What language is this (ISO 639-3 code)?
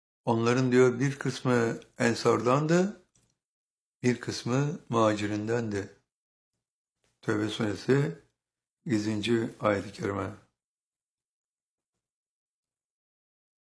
tur